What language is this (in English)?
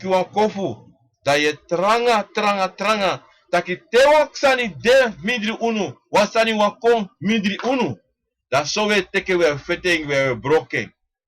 Sranan Tongo